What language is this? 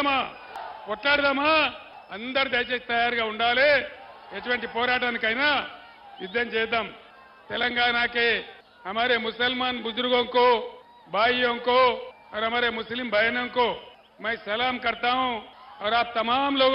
Telugu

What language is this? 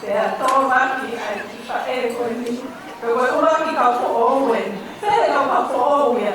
Tongan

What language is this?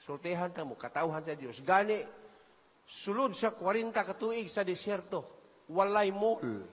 Cebuano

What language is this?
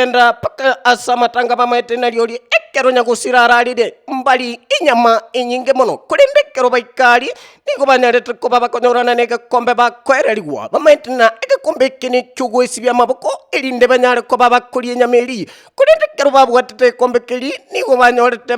Gusii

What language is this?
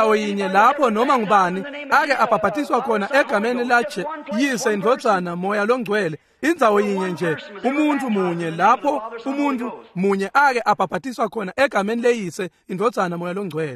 Swati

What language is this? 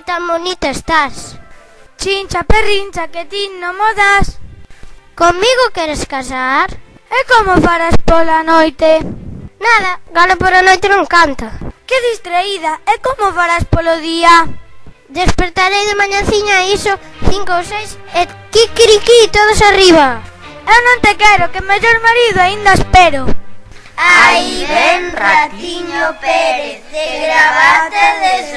Galician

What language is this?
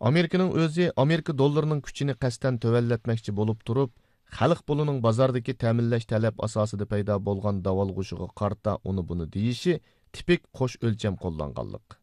Uyghur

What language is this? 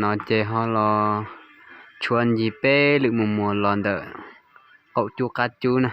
Hmong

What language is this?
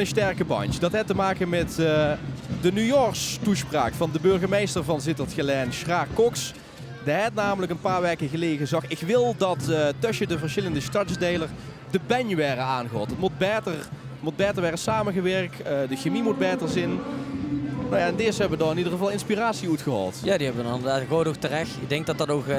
Limburgish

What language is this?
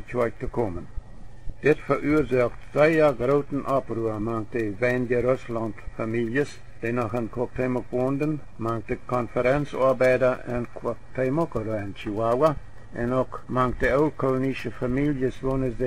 Plautdietsch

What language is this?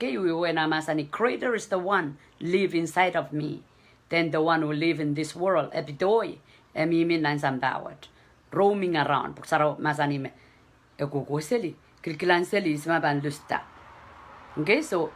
Pohnpeian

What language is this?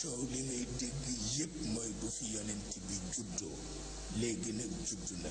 Wolof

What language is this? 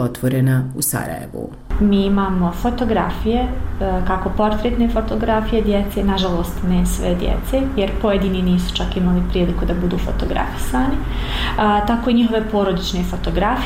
Bosnian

